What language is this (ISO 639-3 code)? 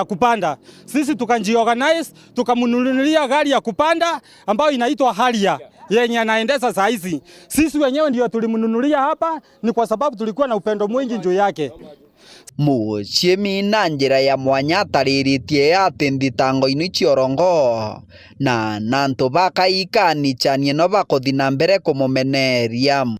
mer